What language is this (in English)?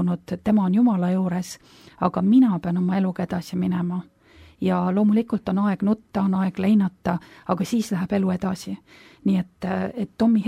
Estonian